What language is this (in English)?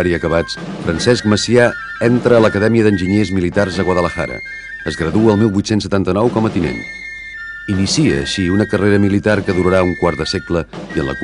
Catalan